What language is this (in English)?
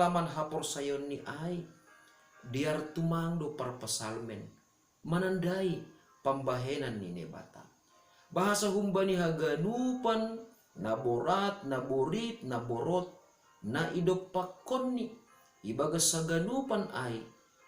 Batak Simalungun